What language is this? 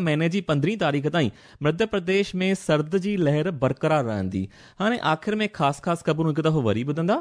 Sindhi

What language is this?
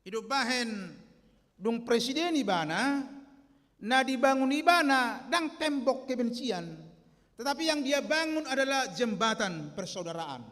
Batak Toba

